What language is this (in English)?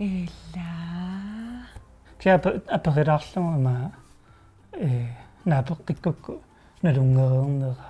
Kalaallisut